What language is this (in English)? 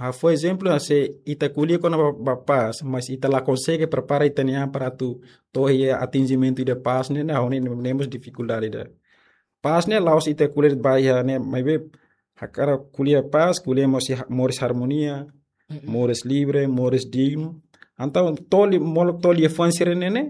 Tetum